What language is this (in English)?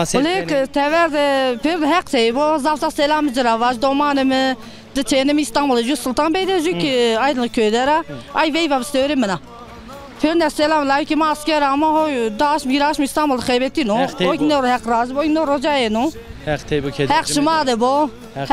Zaza